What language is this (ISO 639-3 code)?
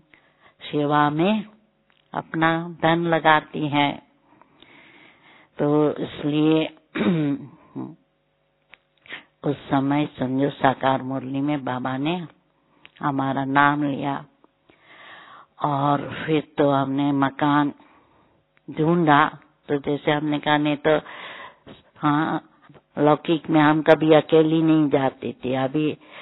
hin